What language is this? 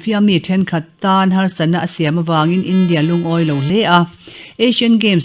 Mizo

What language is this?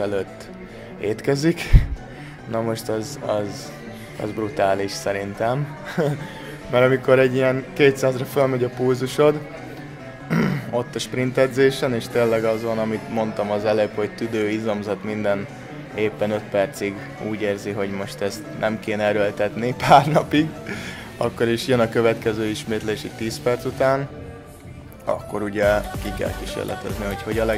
Hungarian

